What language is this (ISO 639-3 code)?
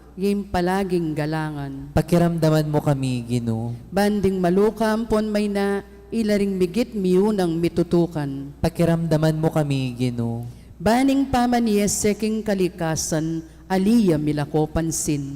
pam